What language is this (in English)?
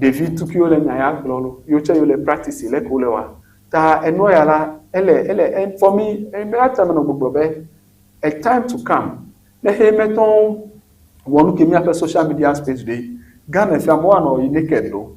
Ewe